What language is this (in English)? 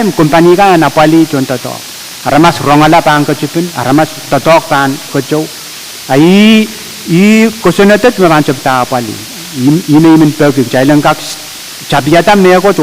Pohnpeian